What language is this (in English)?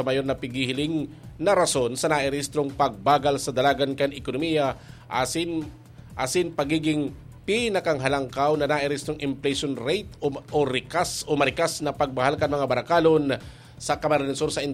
Bikol